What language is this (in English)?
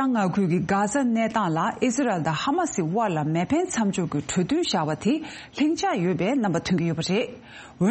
Tibetan